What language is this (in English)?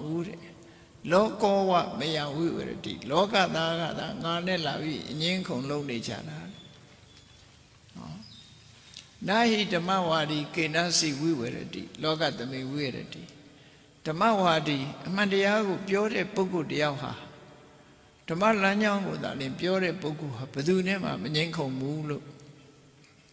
Burmese